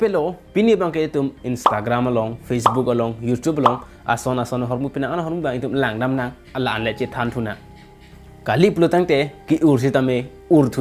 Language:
Karbi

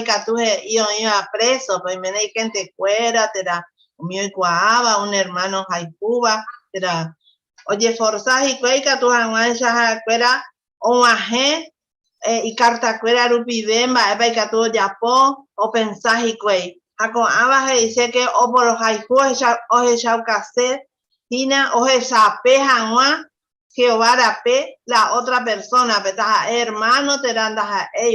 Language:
Guarani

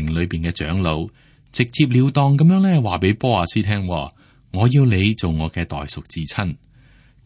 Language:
Cantonese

